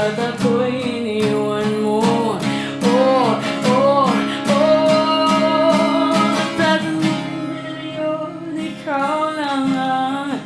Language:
Bikol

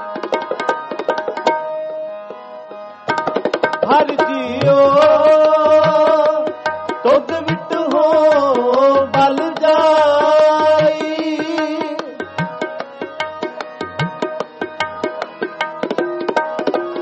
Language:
Punjabi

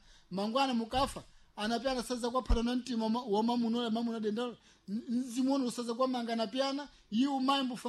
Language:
Sena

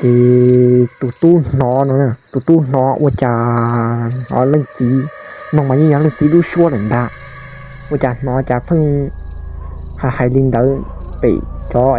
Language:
Hmong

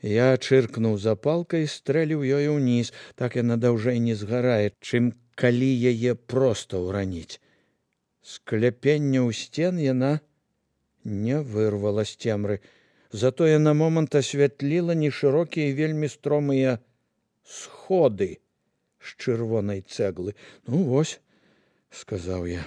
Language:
Belarusian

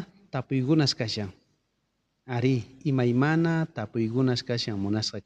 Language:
South Bolivian Quechua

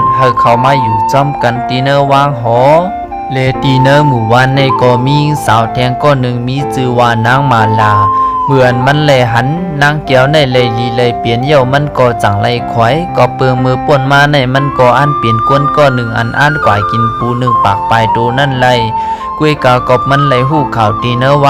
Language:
Shan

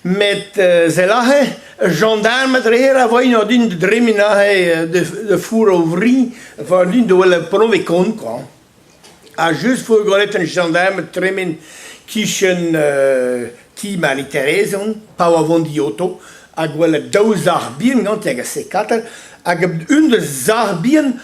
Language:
Breton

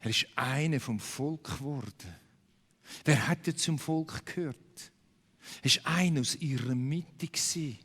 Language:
Swiss German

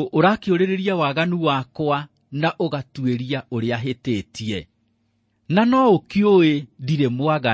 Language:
Kikuyu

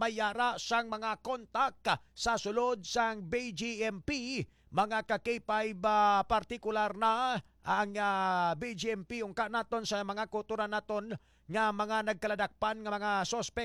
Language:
Hiligaynon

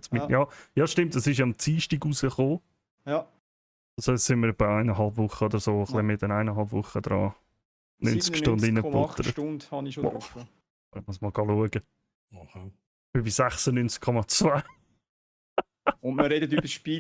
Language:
Swiss German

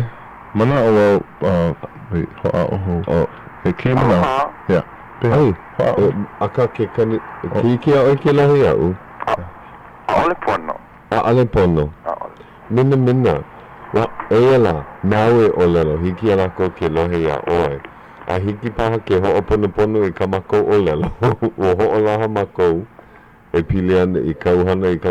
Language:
Hawaiian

